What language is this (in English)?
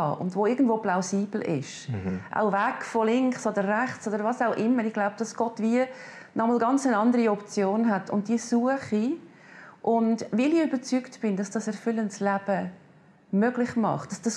Swiss German